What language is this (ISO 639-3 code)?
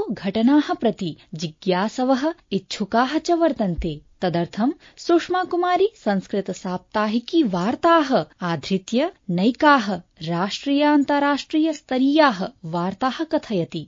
san